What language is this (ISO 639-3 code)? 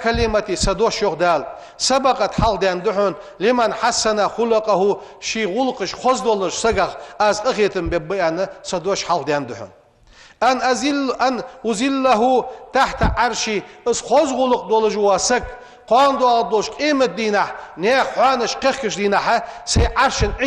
inh